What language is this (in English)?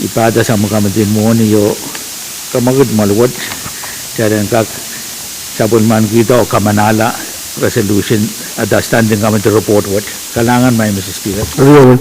Pohnpeian